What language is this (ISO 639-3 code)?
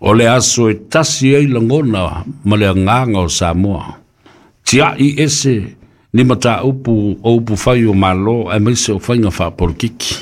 smo